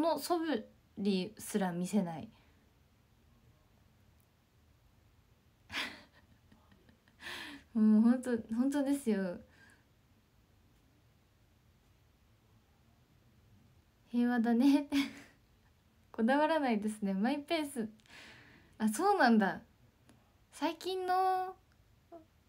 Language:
Japanese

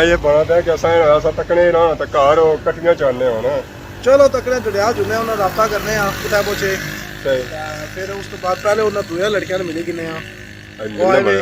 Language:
Pahari-Potwari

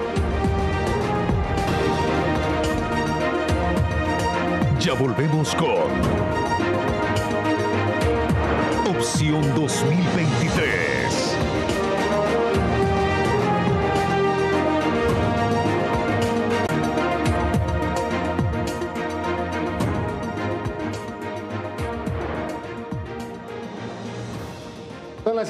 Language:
Spanish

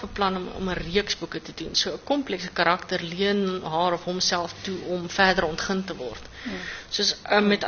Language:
Afrikaans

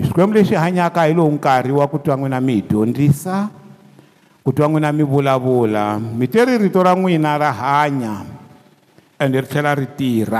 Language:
Tsonga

